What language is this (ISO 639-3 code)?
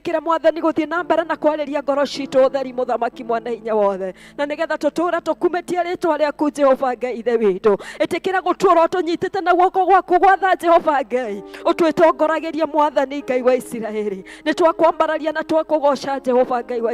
kik